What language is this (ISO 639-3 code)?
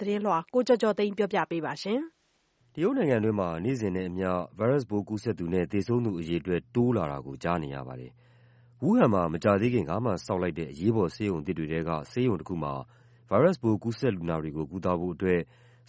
mya